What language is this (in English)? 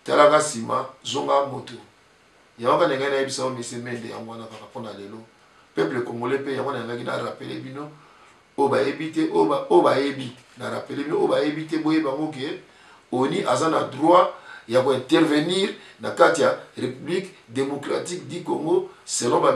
Lingala